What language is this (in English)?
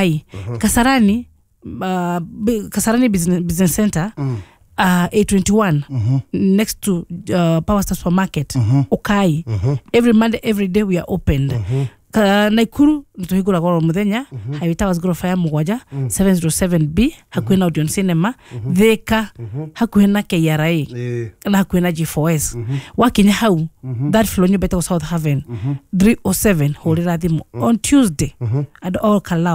Kikuyu